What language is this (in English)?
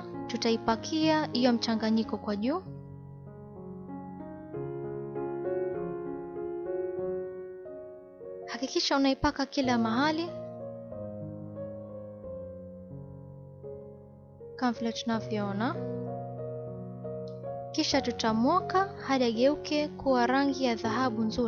Swahili